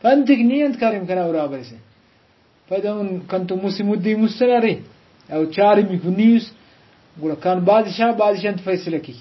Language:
Brahui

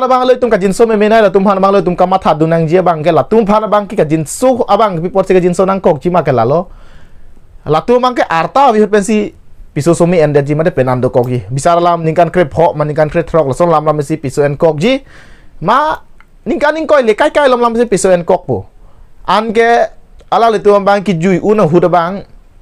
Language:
Karbi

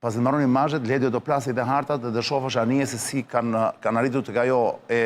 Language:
Albanian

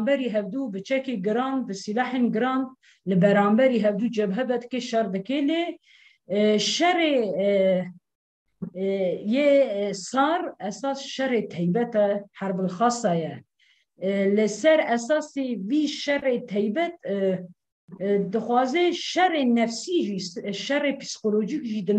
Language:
Kurdish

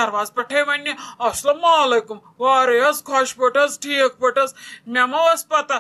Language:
Kashmiri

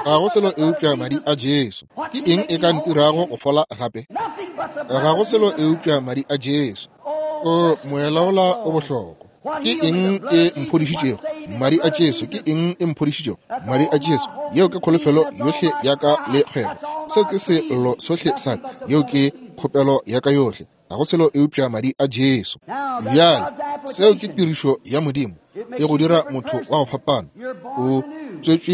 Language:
Northern Sotho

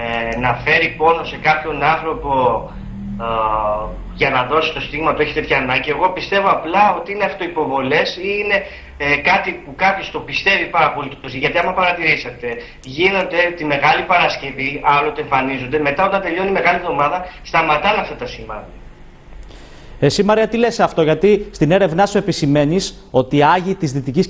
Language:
Greek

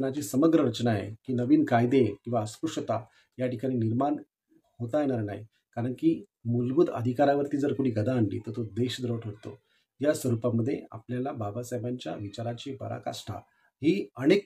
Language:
Marathi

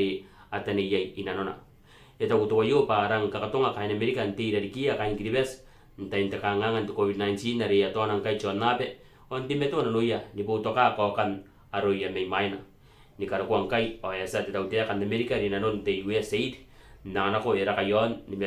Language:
Gilbertese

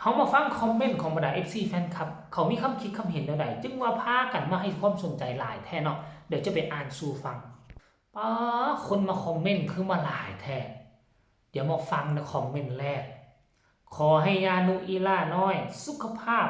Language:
Northeastern Thai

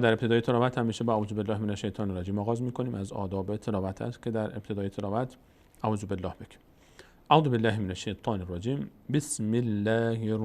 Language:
Persian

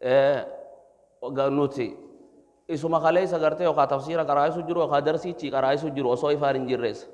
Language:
Oromo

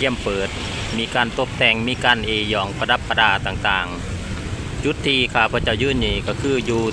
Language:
Lao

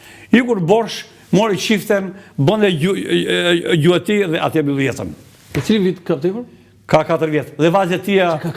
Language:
Albanian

